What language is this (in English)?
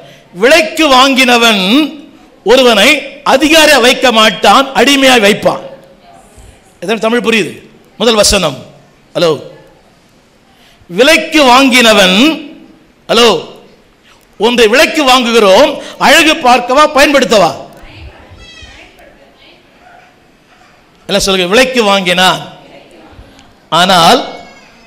Tamil